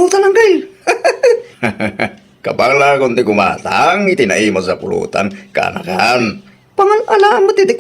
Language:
Iloko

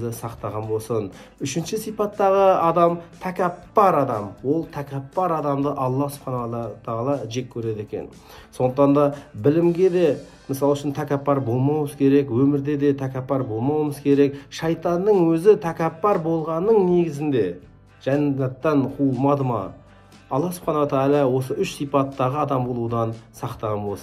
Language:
Kazakh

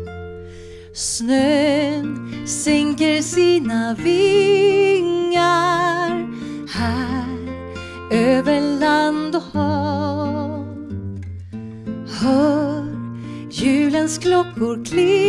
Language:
Swedish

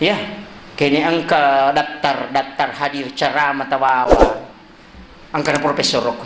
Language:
Buginese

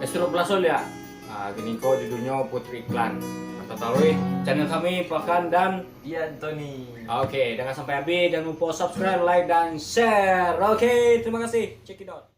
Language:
Minangkabau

